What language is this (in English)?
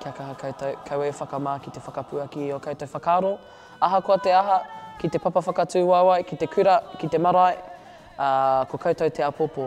Māori